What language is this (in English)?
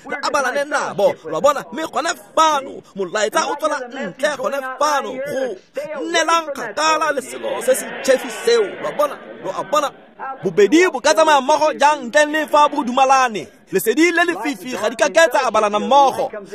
Tswana